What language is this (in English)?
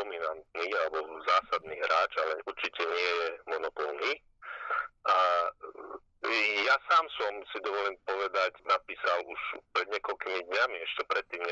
Slovak